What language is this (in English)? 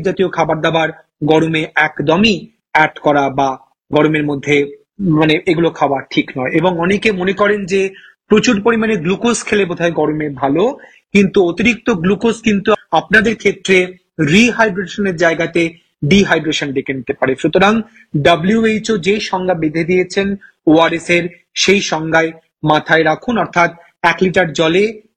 Bangla